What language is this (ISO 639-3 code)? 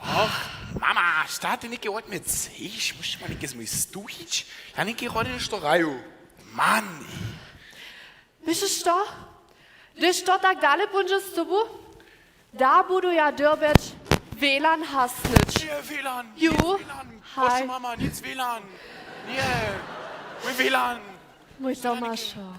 hsb